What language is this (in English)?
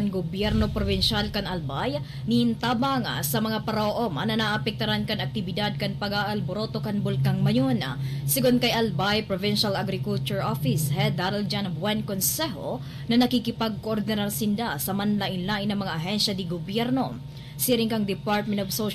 Bikol